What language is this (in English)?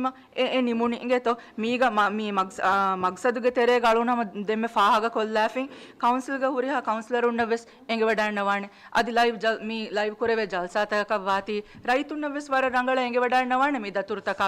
Divehi